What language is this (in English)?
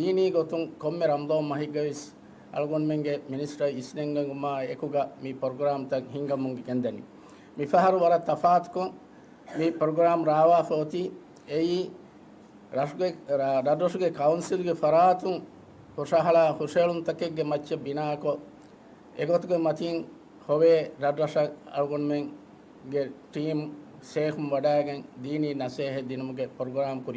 Divehi